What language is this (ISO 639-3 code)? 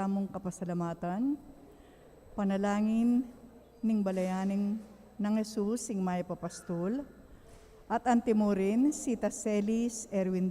pam